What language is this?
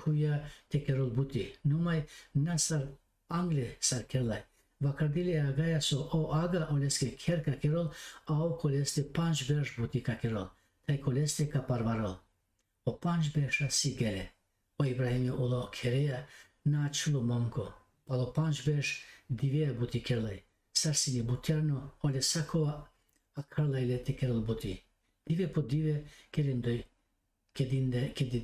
Balkan Romani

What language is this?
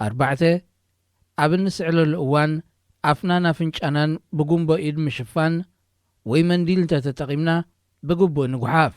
Tigrinya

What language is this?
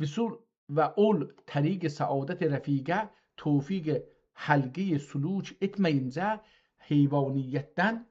South Azerbaijani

